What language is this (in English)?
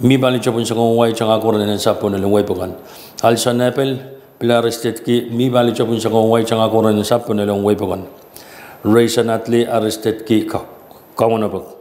Pohnpeian